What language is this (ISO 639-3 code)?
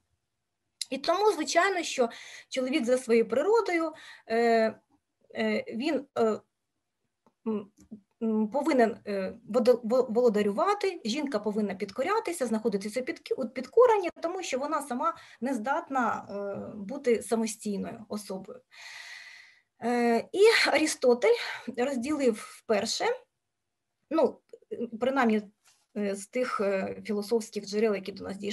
ukr